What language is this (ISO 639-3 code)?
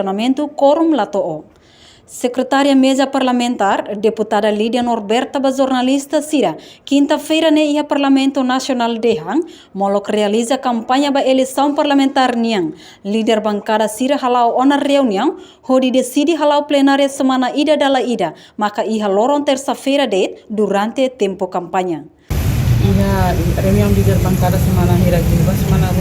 tet